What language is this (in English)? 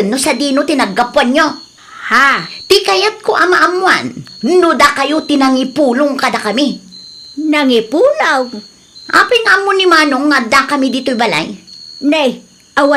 Iloko